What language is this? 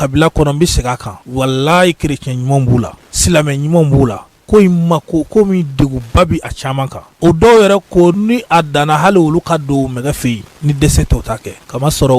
Bambara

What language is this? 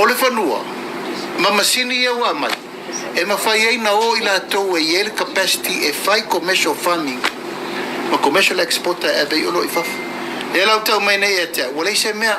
Samoan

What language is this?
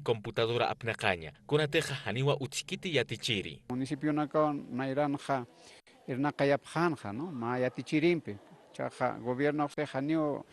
Aymara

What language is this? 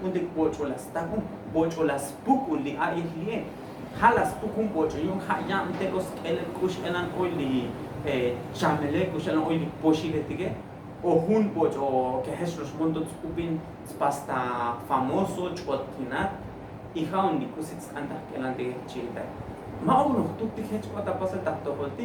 Tzotzil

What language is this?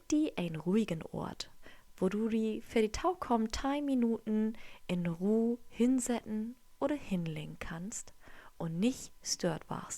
Low German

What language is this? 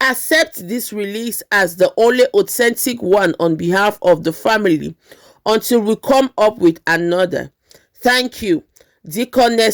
Nigerian Pidgin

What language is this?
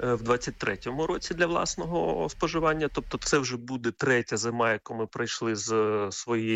Ukrainian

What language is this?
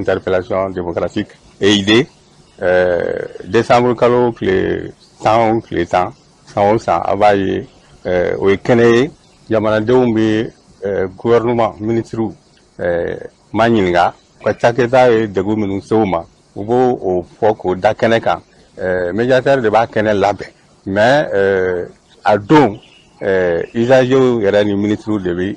Bambara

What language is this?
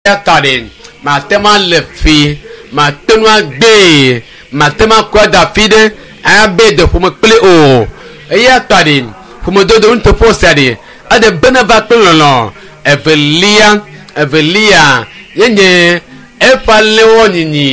Ewe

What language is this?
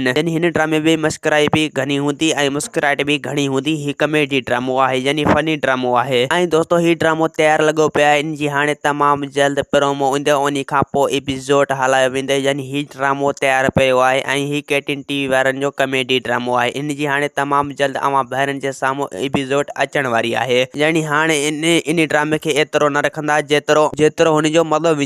Sindhi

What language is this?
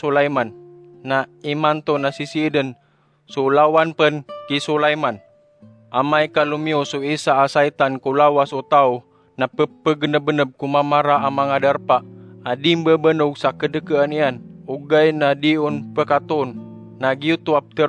Maranao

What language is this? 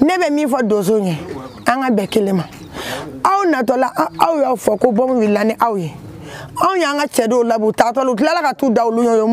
Bambara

